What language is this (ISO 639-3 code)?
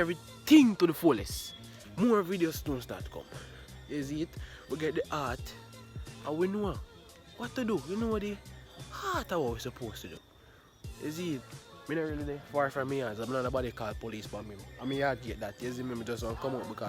jam